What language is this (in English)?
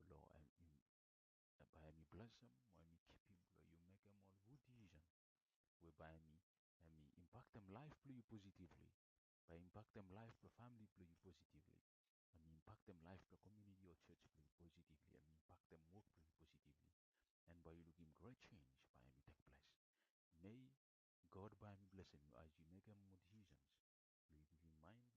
Bislama